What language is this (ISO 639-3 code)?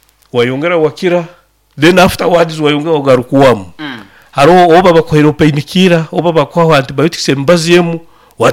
nyo